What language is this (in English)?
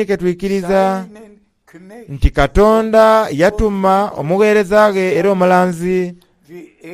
Soga